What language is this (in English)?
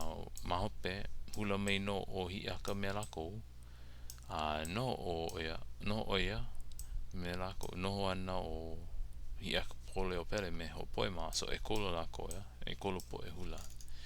Hawaiian